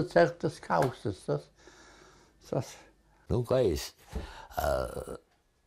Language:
Romansh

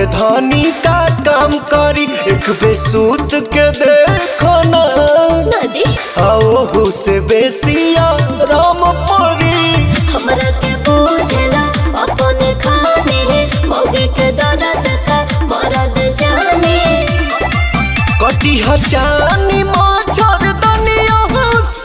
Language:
Bhojpuri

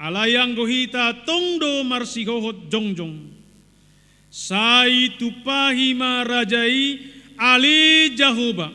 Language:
Batak Toba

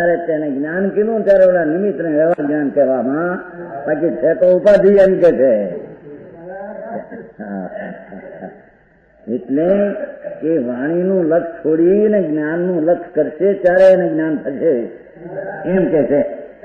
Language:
Gujarati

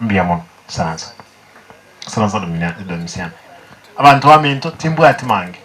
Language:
Gusii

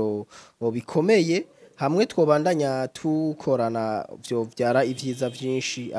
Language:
Rundi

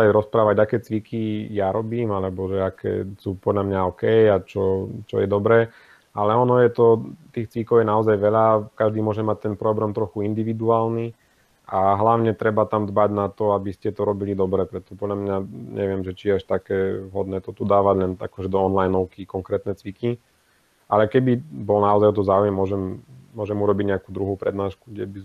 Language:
Slovak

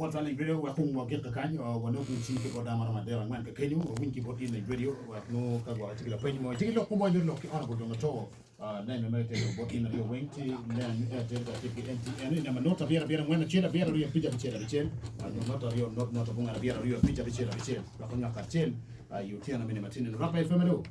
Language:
Acoli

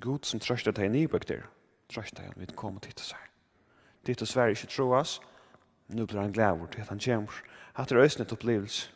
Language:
Faroese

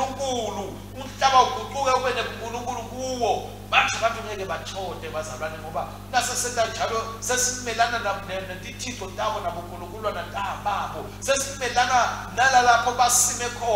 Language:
Swati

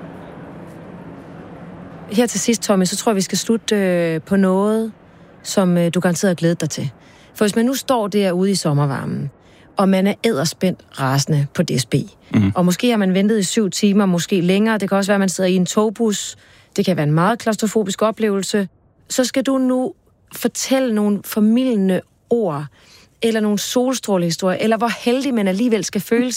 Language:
Danish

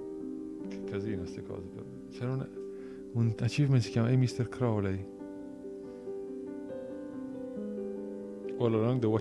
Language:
Italian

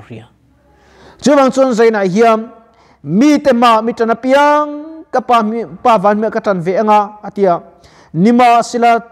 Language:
Mizo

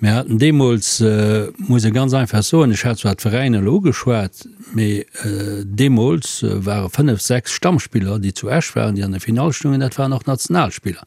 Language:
Luxembourgish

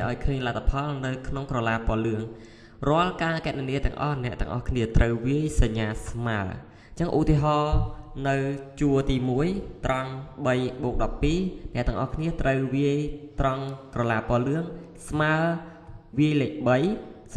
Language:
Khmer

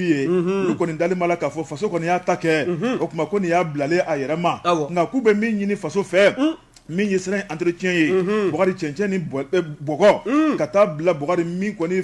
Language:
Bambara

